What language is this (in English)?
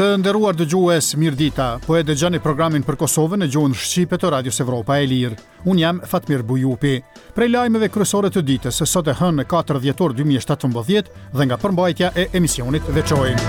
Albanian